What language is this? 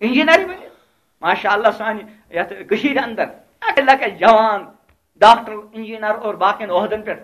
Kashmiri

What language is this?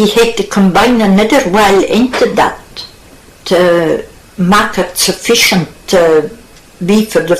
Scots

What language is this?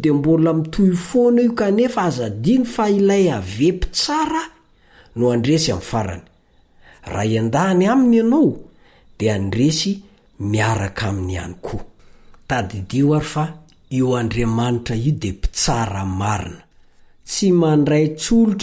Malagasy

